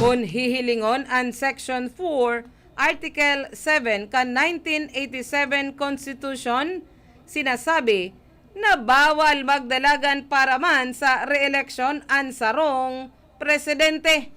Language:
Bikol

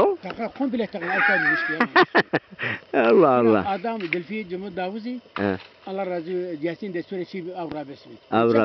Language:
Zaza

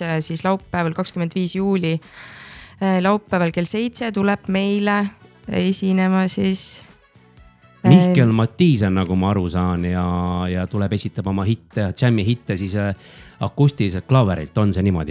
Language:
Estonian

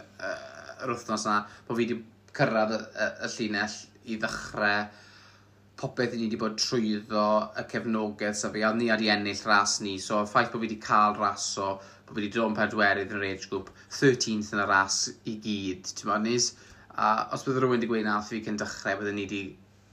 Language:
Welsh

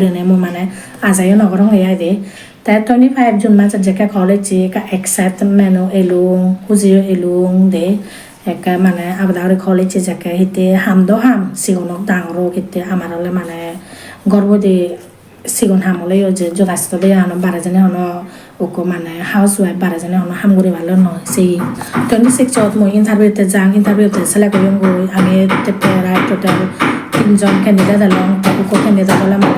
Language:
Chakma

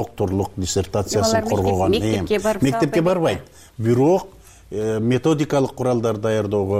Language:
Kyrgyz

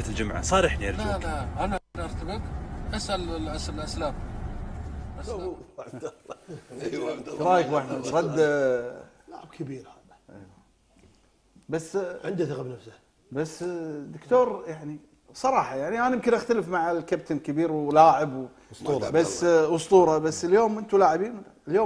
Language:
Gulf Arabic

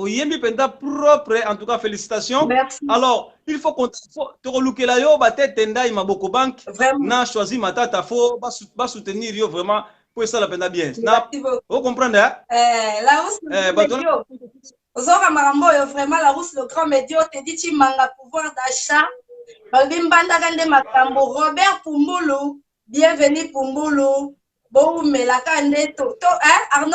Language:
Lingala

